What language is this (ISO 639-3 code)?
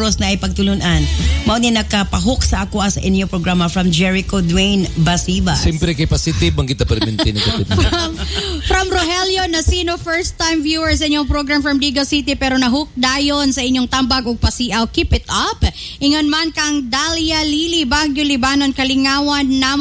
ceb